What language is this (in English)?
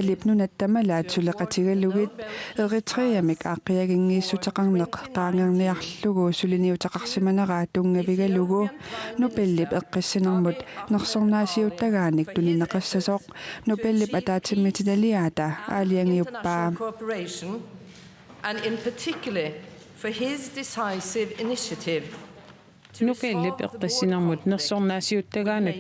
Kalaallisut